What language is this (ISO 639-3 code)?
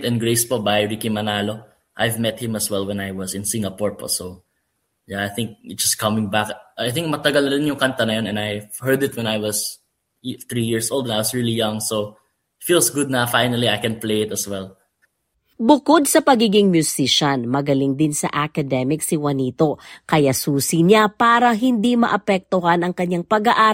fil